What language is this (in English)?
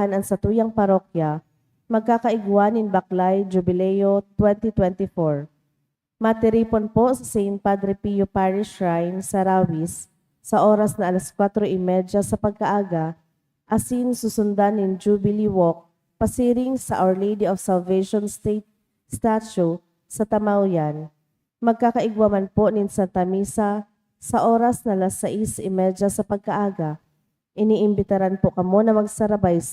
Bikol